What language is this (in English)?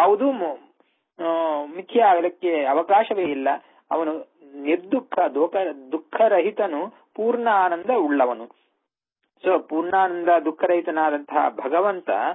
Kannada